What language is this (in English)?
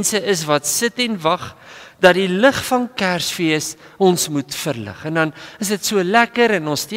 Afrikaans